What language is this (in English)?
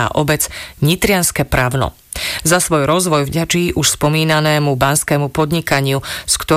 Slovak